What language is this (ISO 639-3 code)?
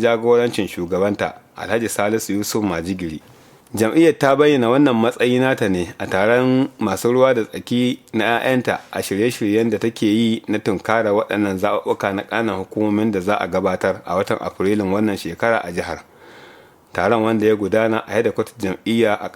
hau